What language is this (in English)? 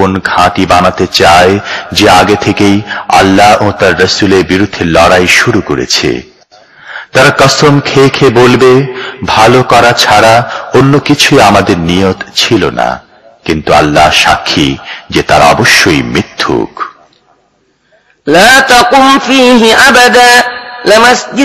Bangla